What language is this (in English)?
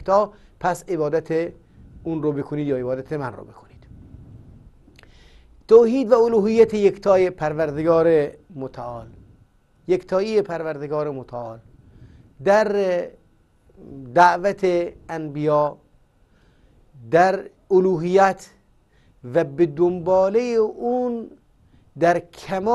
Persian